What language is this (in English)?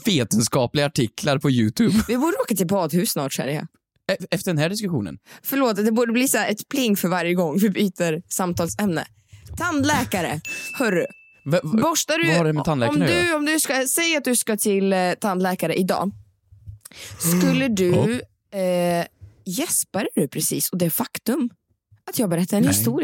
Swedish